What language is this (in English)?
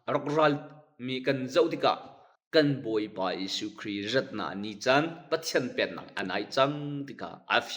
Hakha Chin